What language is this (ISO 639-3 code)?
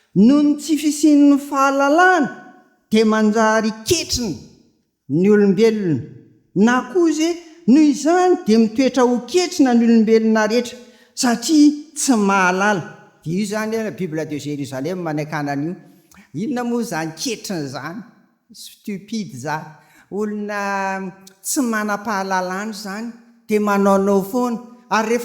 mlg